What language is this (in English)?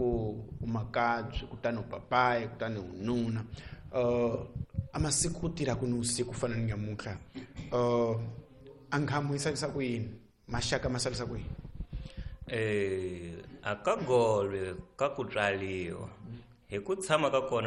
Tsonga